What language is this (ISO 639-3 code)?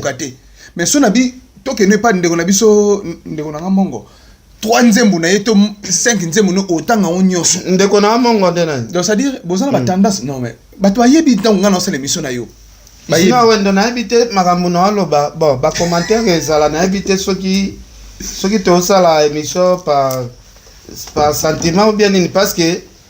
lin